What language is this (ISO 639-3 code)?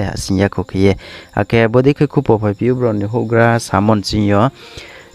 ria